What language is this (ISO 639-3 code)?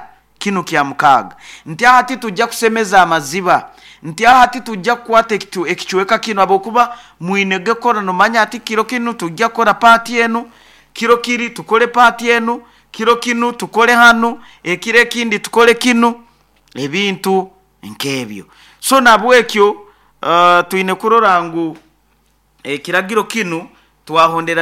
nyo